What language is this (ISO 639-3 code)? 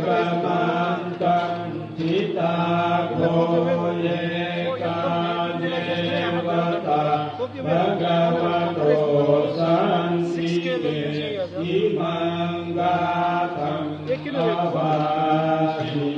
pli